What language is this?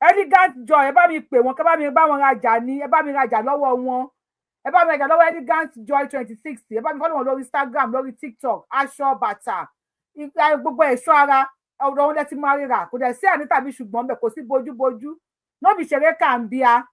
Yoruba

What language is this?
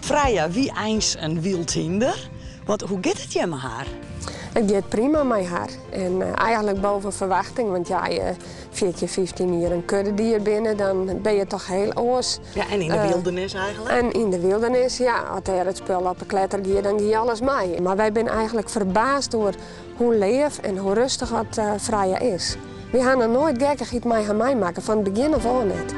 Western Frisian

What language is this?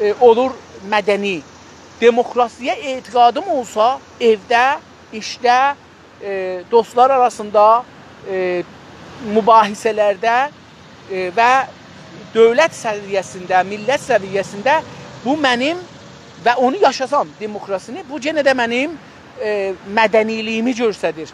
South Azerbaijani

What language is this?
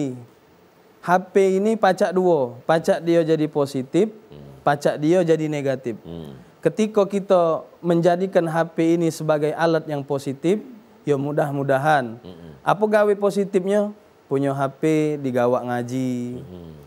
Musi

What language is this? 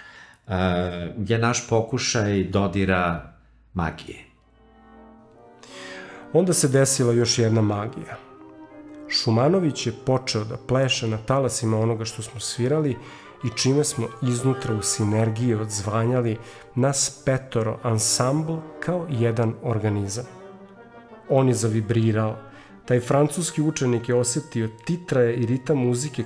Serbian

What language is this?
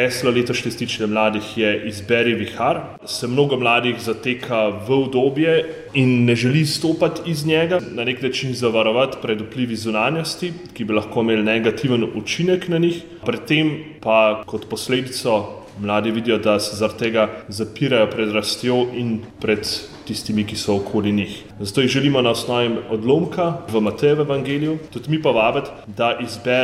Slovenian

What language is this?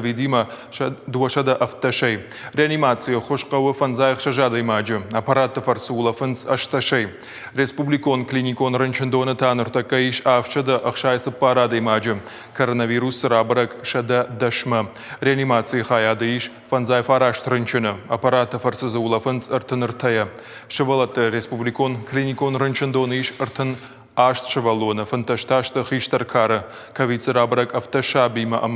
Ossetic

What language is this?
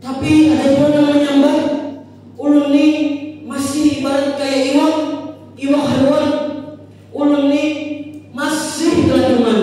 Banjar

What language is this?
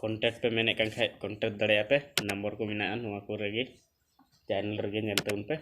Santali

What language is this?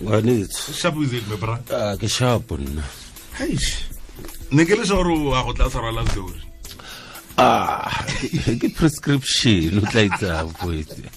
Tswana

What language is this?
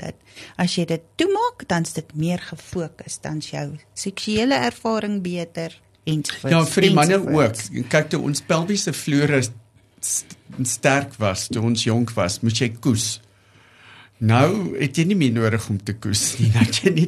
Afrikaans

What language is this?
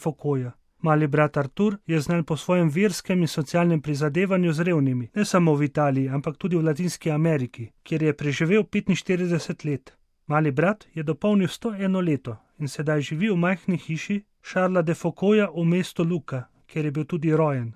Slovenian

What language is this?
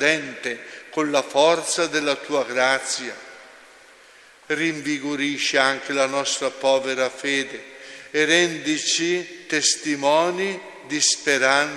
Italian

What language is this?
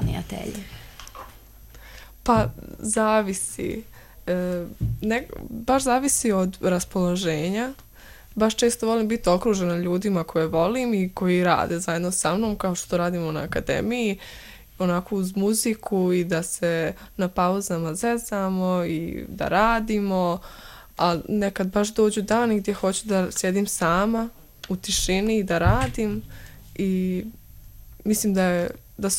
Serbian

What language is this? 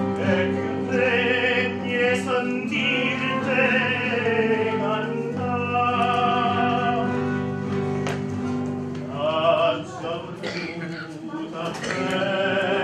Italian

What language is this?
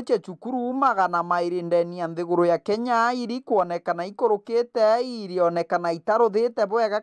Meru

